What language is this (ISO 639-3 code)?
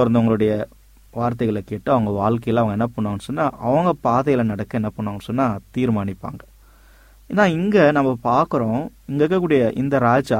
tam